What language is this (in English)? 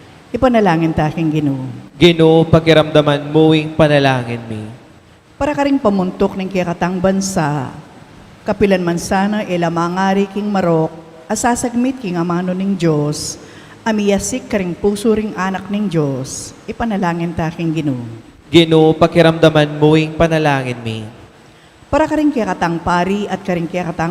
Pampanga